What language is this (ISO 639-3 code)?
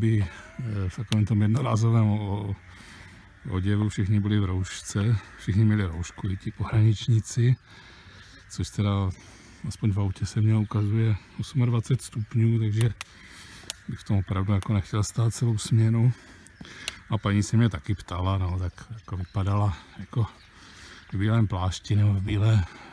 ces